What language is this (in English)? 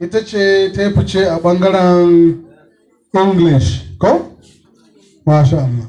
Hausa